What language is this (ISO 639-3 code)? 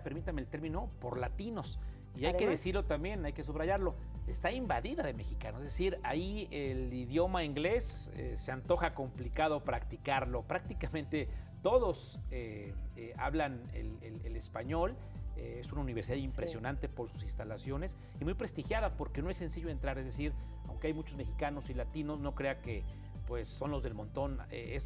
spa